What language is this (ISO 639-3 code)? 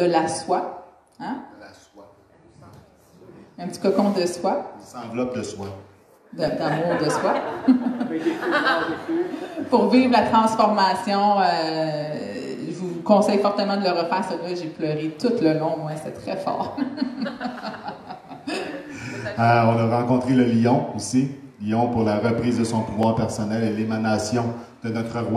fra